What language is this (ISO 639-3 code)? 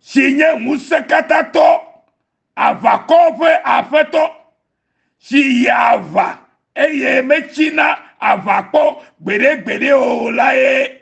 ewe